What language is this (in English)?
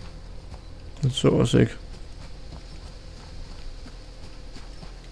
Danish